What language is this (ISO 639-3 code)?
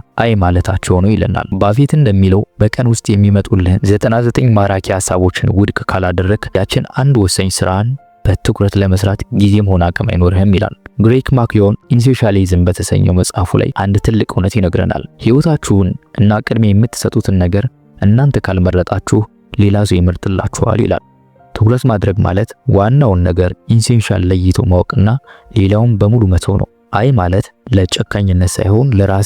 amh